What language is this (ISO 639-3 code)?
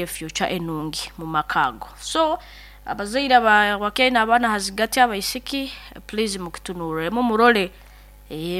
nyo